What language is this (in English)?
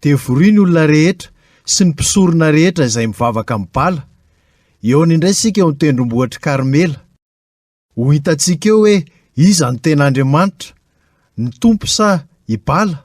Malagasy